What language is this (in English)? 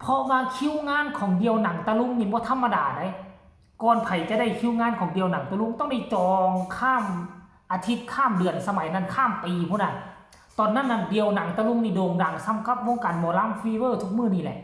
Northeastern Thai